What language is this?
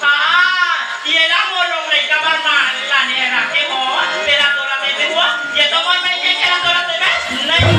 Chhattisgarhi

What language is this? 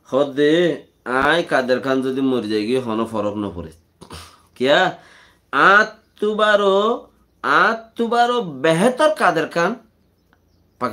Rohingya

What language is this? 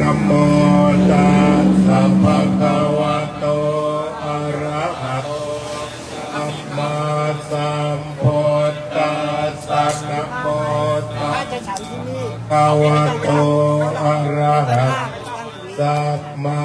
Pali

